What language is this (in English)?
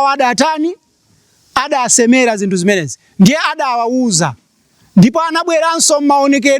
Nyanja